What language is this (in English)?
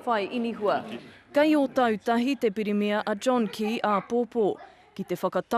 Māori